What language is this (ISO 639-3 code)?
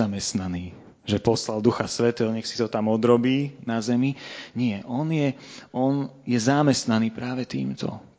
slk